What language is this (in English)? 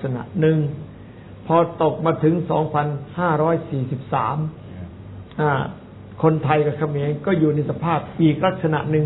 Thai